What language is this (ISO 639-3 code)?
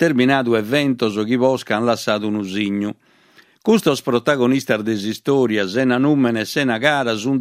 srd